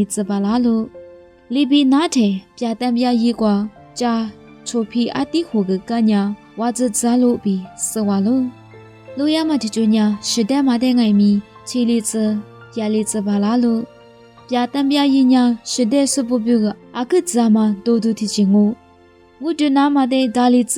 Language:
Lisu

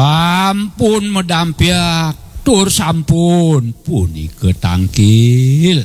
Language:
Balinese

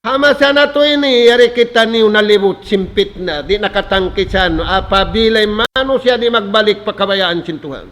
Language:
Tausug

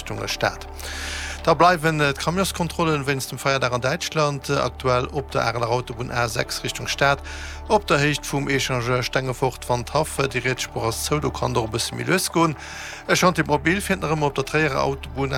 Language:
Luxembourgish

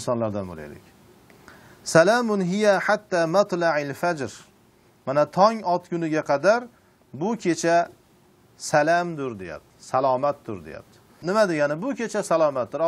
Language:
Uzbek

